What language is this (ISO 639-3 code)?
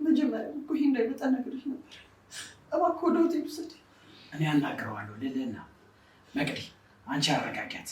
amh